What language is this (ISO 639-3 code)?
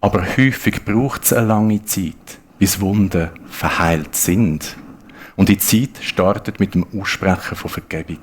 gsw